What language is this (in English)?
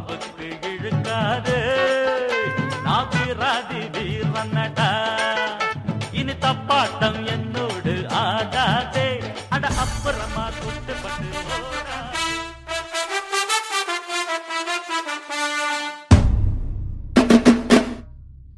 Tamil